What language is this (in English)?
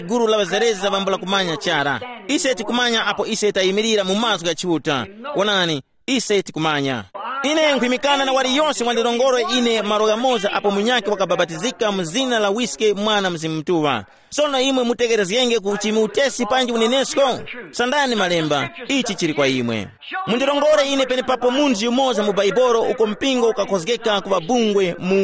Tumbuka